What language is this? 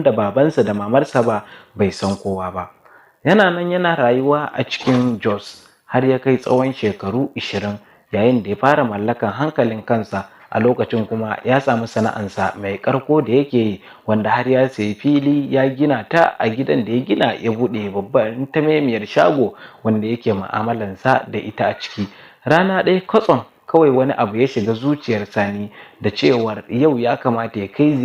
Hausa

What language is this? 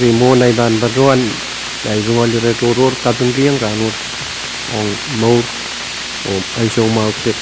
Pohnpeian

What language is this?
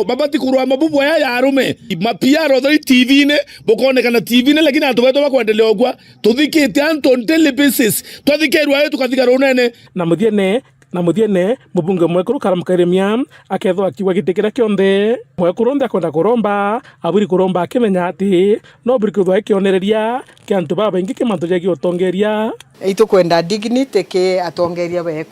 Meru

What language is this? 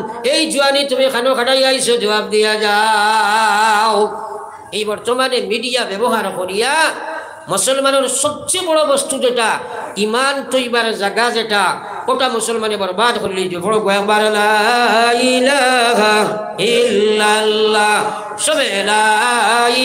Sylheti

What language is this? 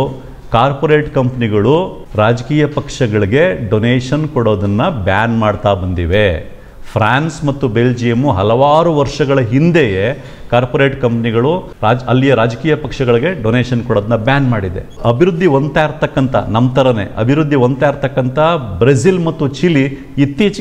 Kannada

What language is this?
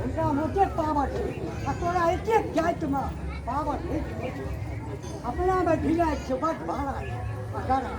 Maithili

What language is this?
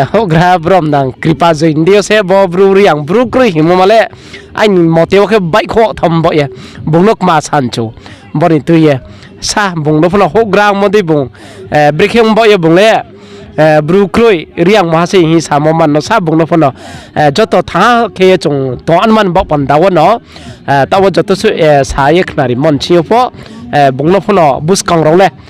Riang (India)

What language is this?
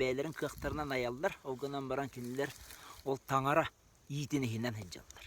Yakut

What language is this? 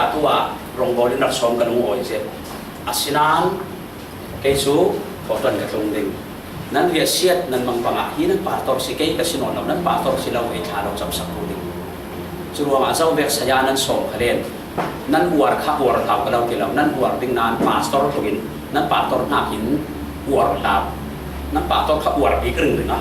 Falam Chin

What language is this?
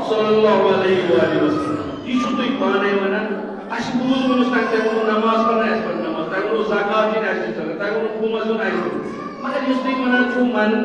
Kashmiri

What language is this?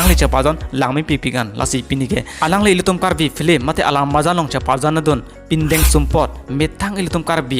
Karbi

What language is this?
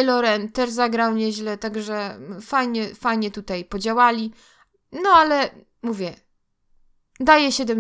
Polish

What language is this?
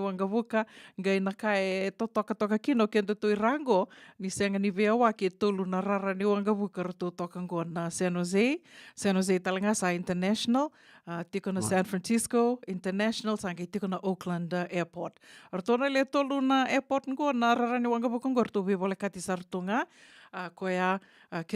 Fijian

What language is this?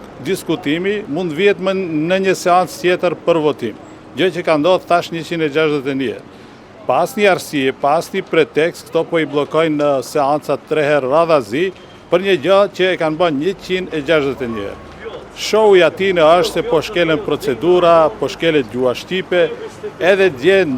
Albanian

